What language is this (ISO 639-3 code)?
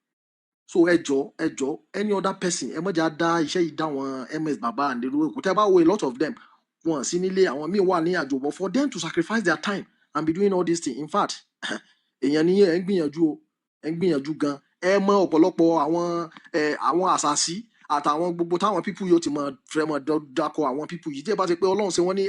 yor